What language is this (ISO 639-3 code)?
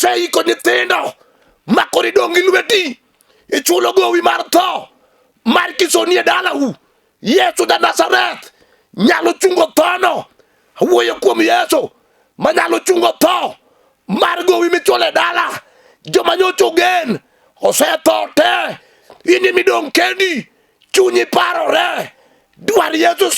luo